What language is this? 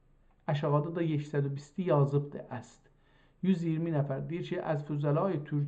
South Azerbaijani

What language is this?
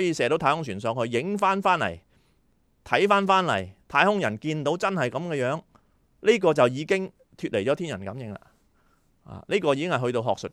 Cantonese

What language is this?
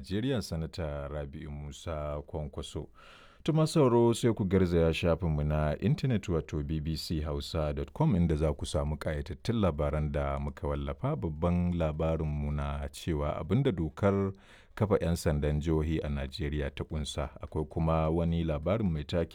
Hausa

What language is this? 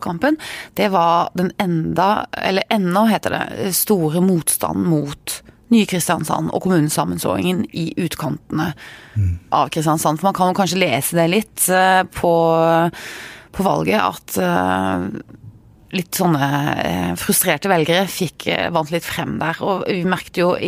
Norwegian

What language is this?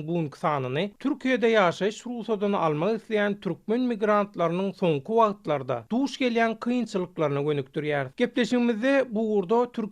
Turkmen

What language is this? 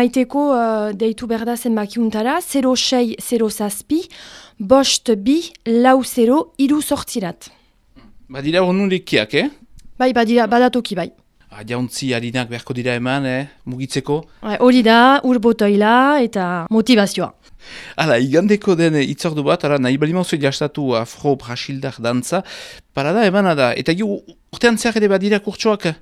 Basque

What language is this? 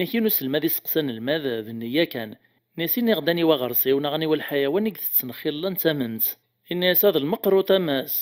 Kabyle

